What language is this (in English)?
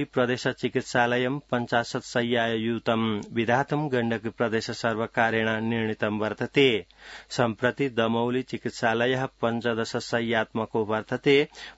Sanskrit